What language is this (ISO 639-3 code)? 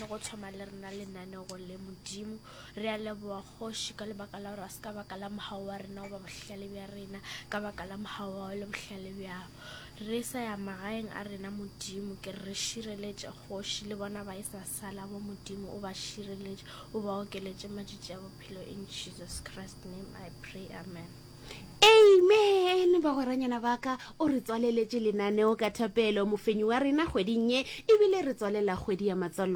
nso